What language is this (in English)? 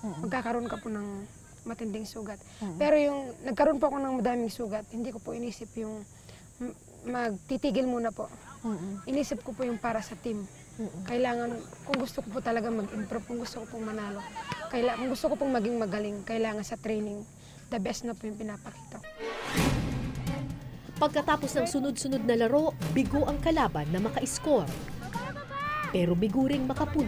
Filipino